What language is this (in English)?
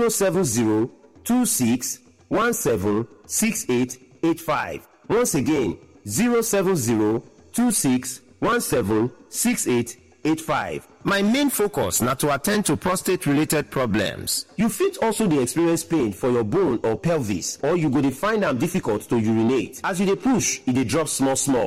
Nigerian Pidgin